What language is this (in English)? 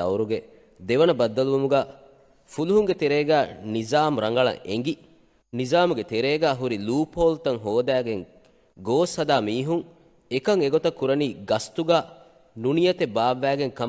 Divehi